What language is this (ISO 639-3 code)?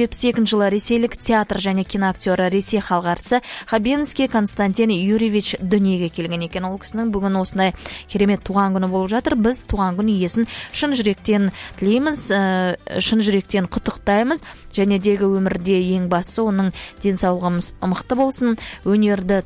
kaz